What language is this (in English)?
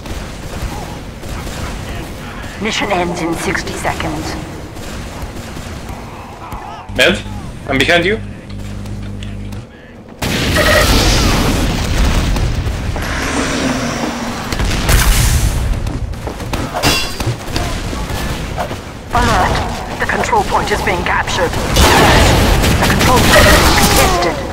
English